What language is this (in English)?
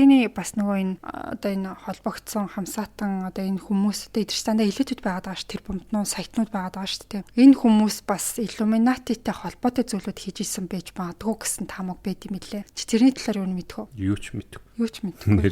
Mongolian